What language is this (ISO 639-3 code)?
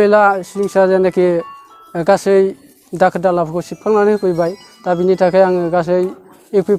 brx